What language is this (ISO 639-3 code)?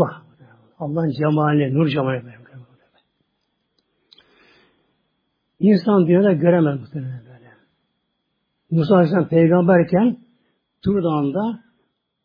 tur